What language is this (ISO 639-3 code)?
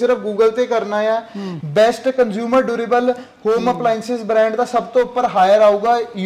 pan